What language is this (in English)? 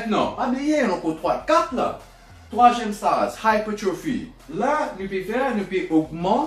Morisyen